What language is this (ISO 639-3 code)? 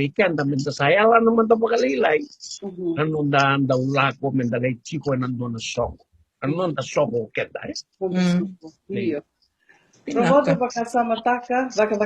fij